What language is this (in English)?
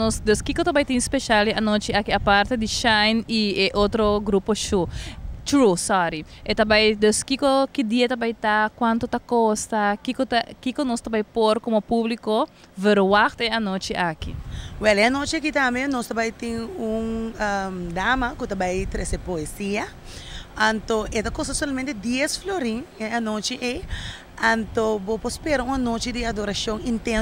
Papiamento